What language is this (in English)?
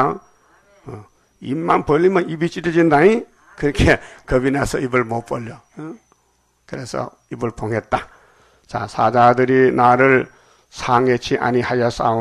Korean